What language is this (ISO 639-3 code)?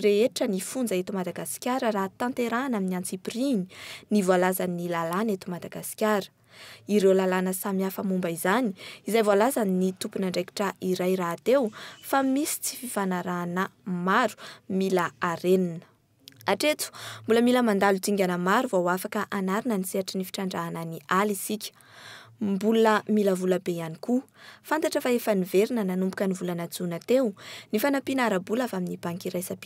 mlg